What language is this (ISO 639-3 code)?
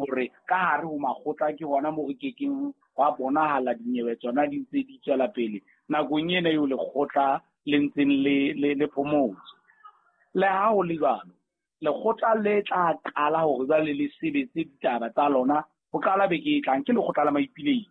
sot